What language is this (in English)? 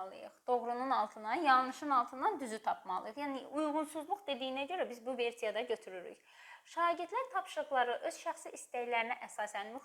Azerbaijani